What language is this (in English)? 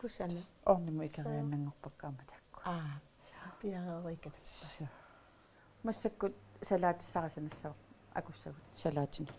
Kalaallisut